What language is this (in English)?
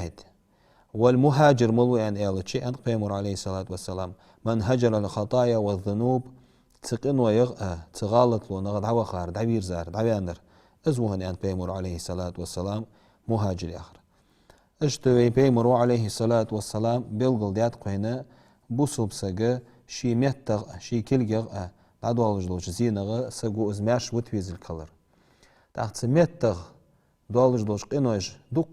Ingush